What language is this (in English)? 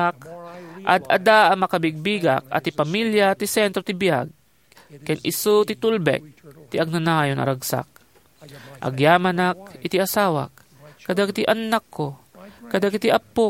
Iloko